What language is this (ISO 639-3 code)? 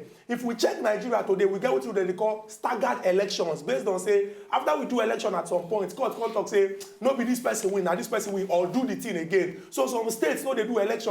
pcm